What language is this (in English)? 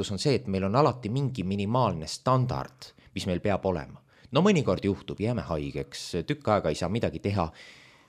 Estonian